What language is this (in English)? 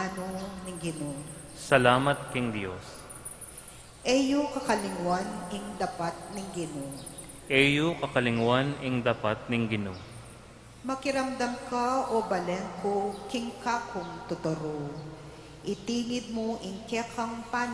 Pampanga